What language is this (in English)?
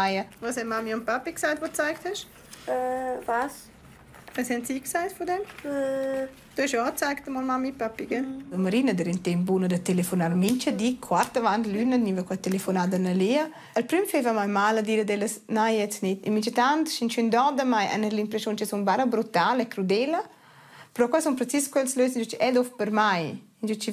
Romansh